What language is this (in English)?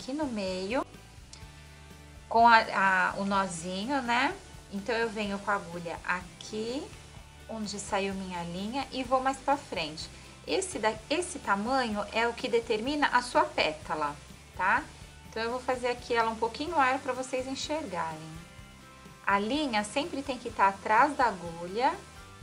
Portuguese